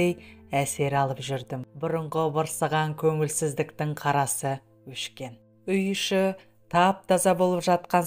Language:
Kazakh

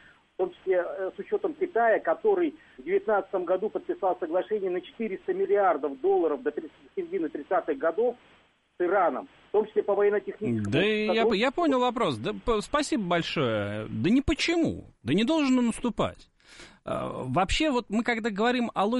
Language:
Russian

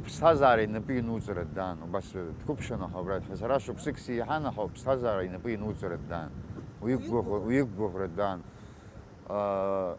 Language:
Abkhazian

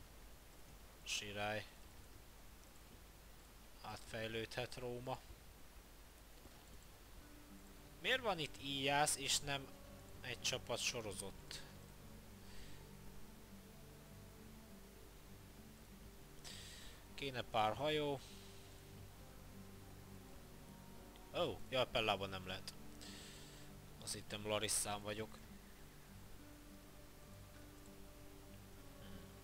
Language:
Hungarian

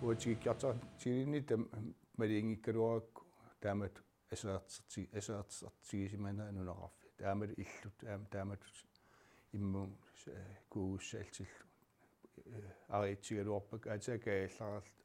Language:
Kalaallisut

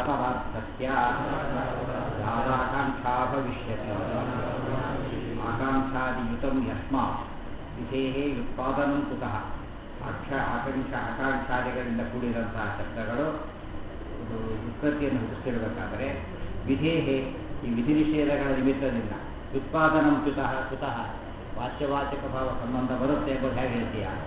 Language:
Kannada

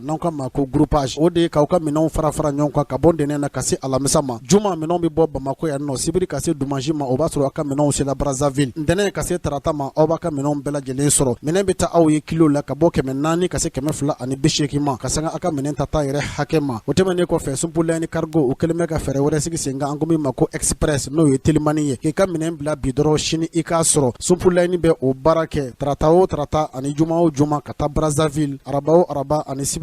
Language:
Bambara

